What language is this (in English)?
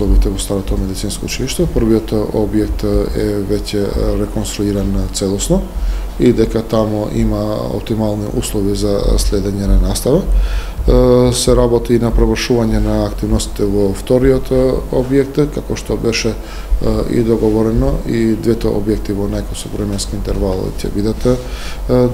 Macedonian